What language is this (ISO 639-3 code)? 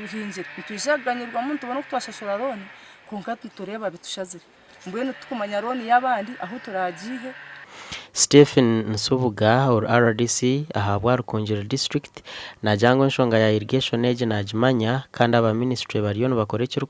nyn